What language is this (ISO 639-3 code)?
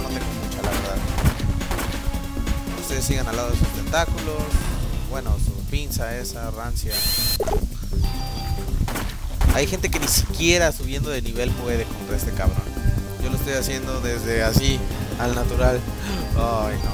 spa